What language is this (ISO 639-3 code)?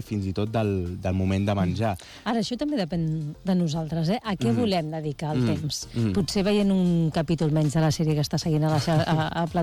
cat